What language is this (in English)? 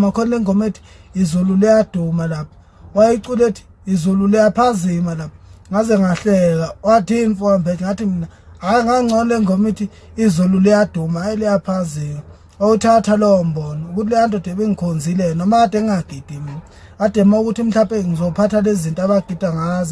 Zulu